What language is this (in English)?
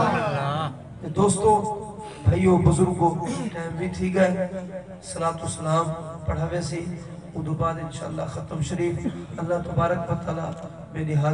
Saraiki